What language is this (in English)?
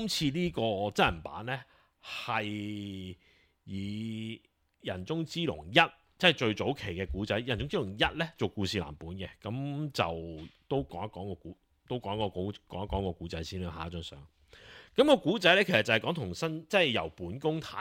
Cantonese